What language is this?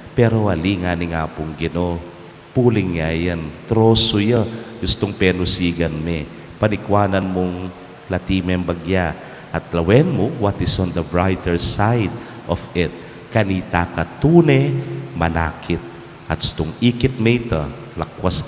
Pampanga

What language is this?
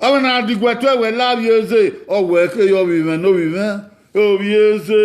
Bini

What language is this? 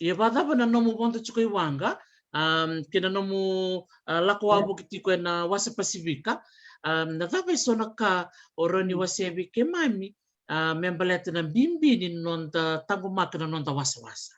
Fijian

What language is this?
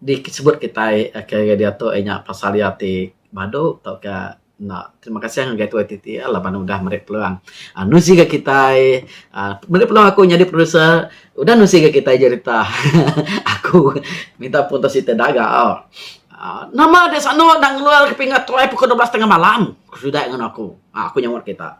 Iban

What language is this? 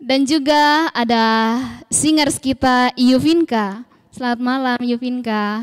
Toraja-Sa'dan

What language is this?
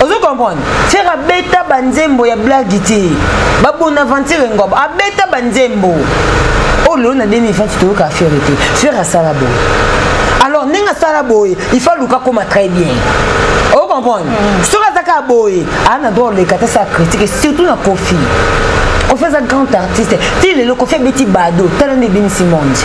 Lingala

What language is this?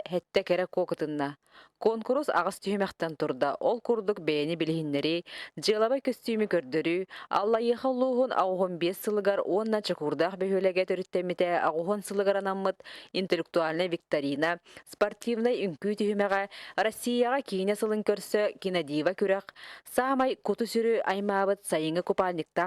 Yakut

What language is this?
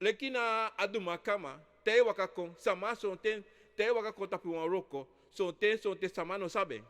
Sranan Tongo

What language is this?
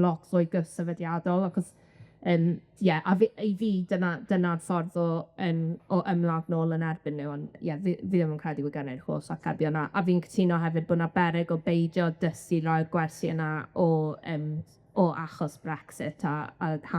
Welsh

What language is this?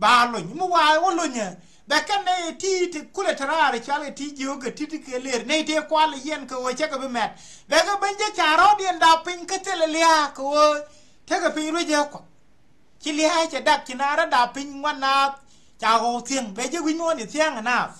Nuer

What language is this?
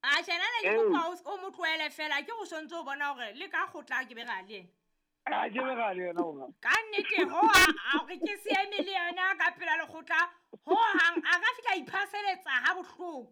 Southern Sotho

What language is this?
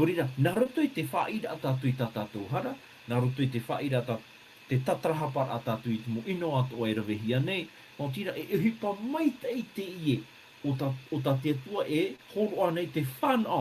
Tahitian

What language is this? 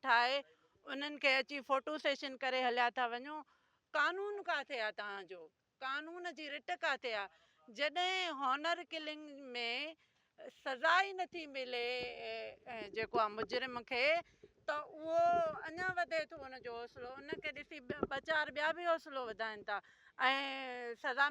Sindhi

